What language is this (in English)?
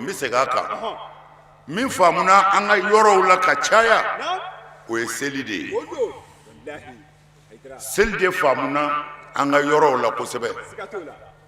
Bambara